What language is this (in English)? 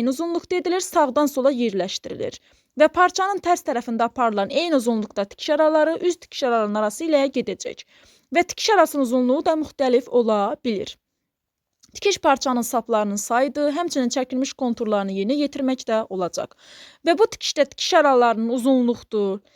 Azerbaijani